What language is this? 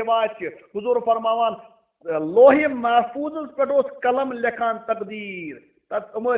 Kashmiri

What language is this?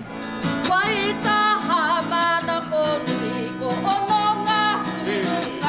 Māori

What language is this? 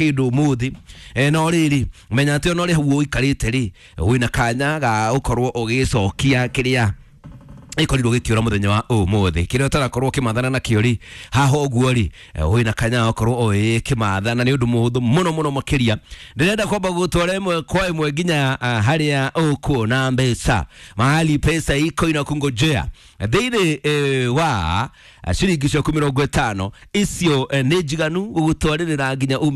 Kikuyu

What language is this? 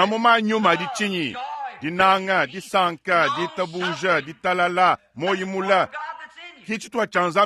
Luba-Lulua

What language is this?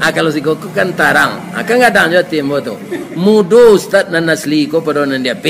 Minangkabau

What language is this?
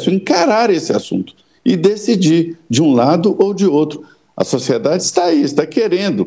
Portuguese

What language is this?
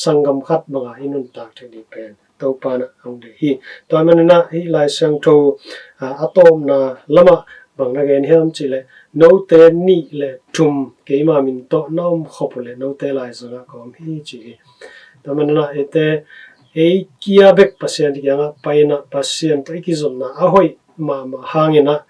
Tedim Chin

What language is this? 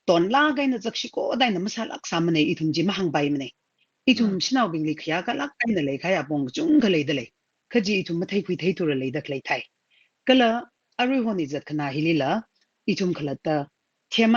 Tangkhul Naga (India)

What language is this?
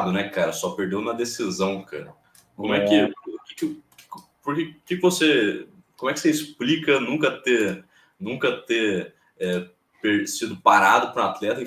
Portuguese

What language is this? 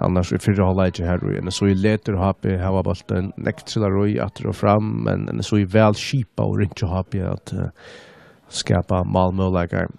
Faroese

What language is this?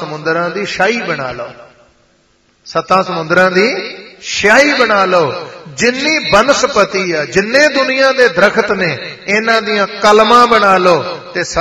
Punjabi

